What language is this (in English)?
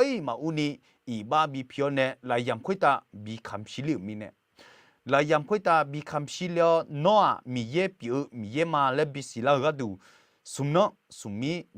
Akha